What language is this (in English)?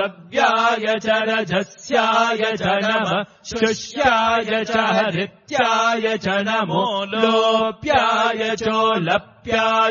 Sanskrit